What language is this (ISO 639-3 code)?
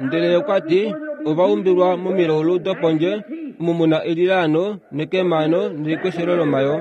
kua